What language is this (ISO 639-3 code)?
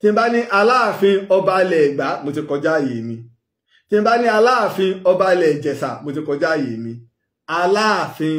yor